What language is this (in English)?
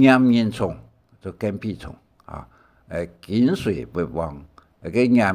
Hakka Chinese